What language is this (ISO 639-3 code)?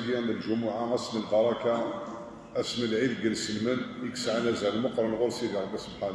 kab